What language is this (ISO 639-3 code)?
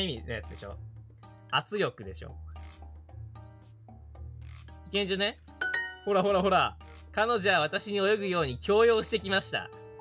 jpn